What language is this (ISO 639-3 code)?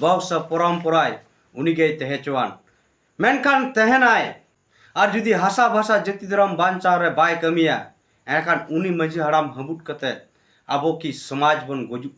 sat